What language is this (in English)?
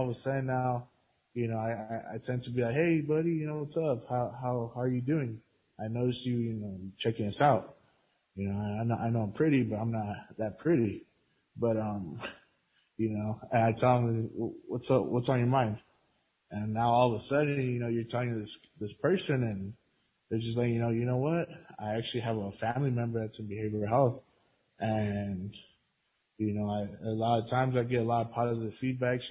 English